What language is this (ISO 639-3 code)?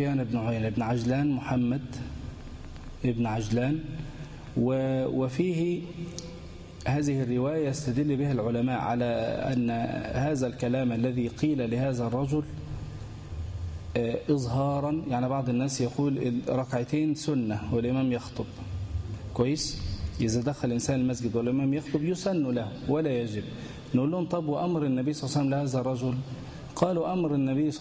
ara